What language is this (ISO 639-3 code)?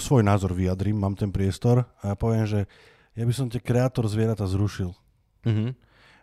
slk